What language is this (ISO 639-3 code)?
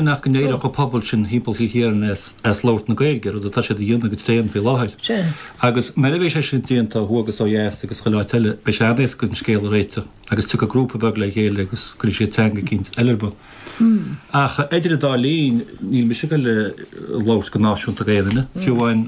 gle